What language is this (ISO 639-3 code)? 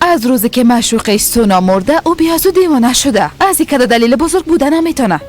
fas